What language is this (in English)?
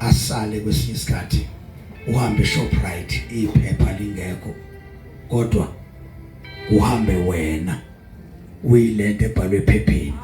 Zulu